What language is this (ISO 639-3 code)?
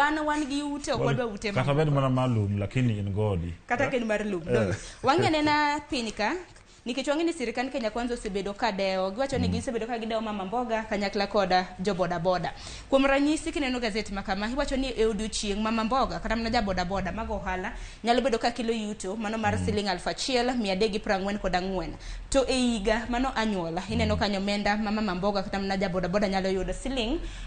luo